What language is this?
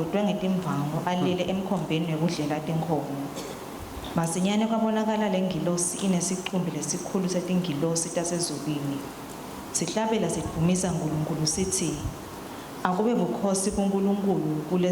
Swati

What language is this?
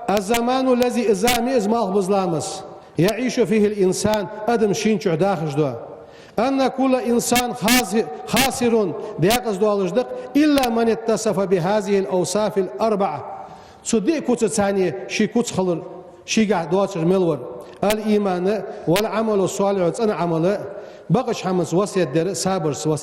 Ingush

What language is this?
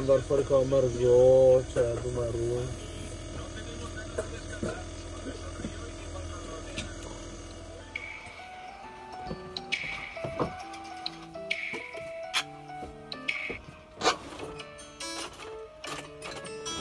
Italian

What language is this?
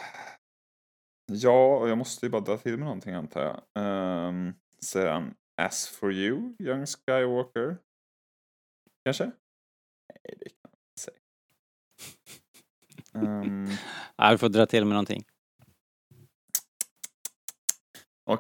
Swedish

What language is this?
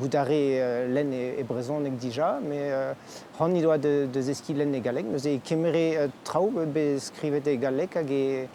Breton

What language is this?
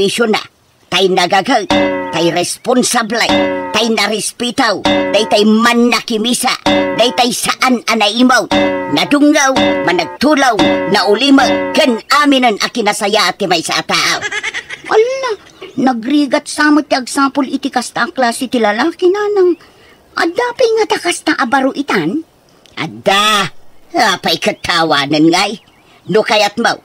Iloko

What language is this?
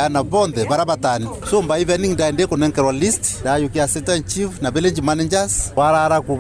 Meru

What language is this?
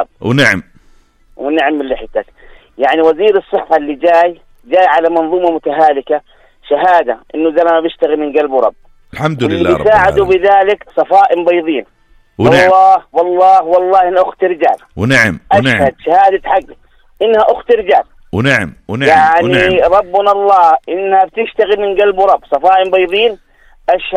North Levantine Arabic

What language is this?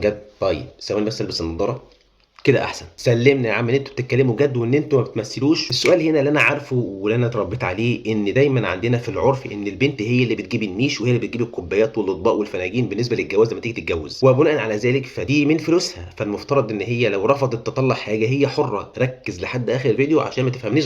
Egyptian Arabic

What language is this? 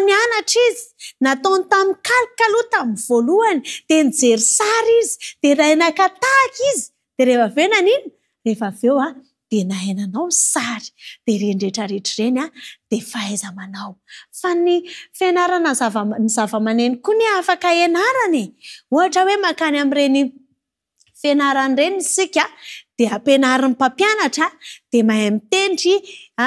Malagasy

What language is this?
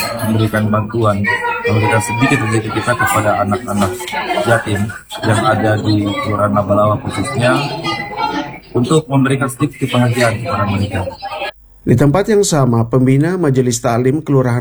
Indonesian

